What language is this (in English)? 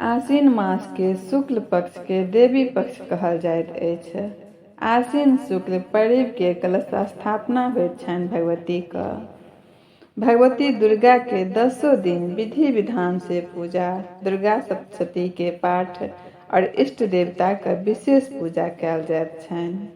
Maithili